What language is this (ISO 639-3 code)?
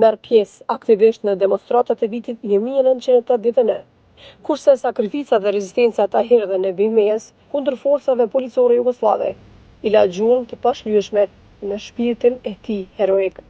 sqi